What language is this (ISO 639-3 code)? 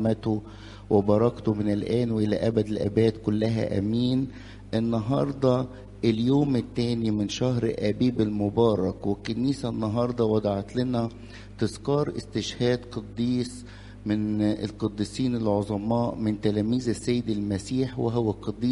arz